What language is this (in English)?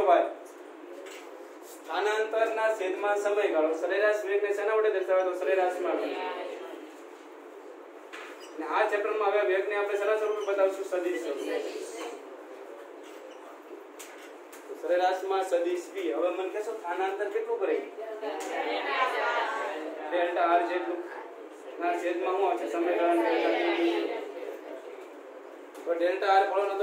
Gujarati